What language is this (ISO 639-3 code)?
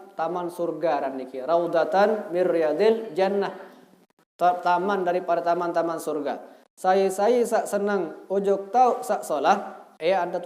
sas